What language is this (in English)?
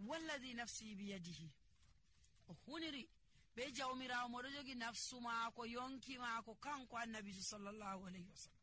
Nigerian Fulfulde